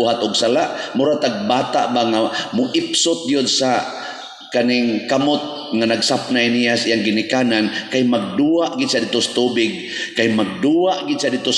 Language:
Cebuano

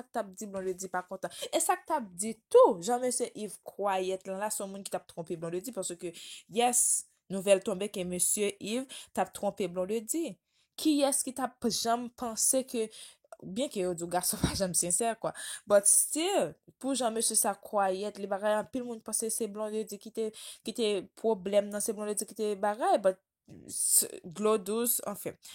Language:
Haitian Creole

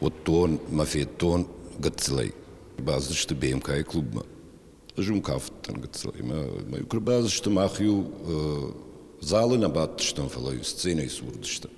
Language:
Ossetic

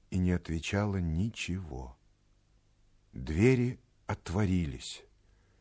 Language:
Russian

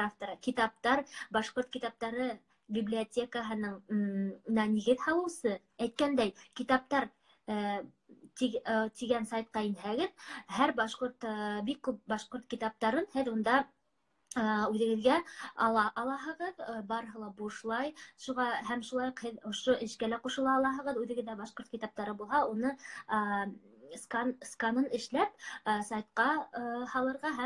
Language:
Bashkir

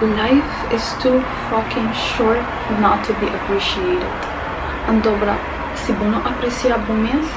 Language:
Papiamento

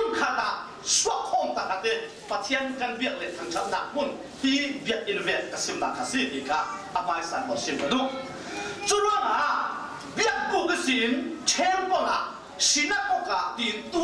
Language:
Falam Chin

